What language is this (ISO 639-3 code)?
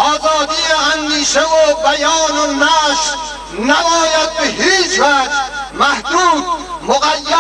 fas